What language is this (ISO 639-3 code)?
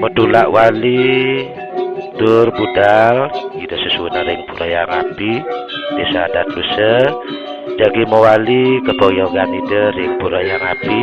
ban